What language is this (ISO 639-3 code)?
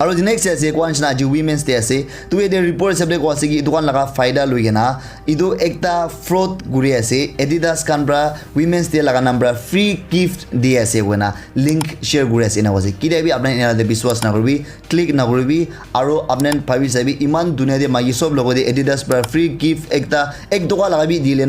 nag